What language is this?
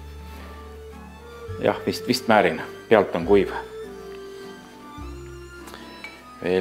Estonian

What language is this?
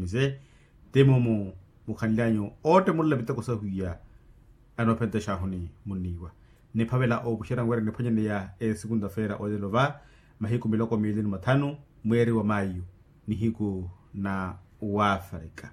Makhuwa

